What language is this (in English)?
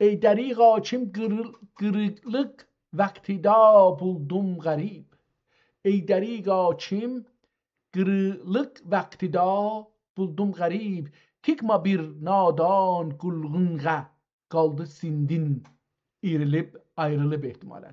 South Azerbaijani